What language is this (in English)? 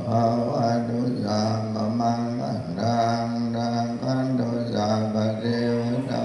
Pali